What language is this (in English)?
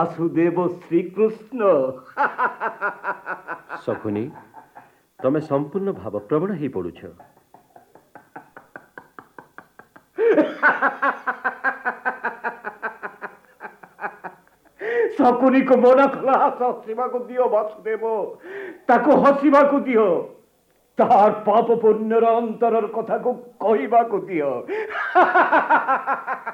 Odia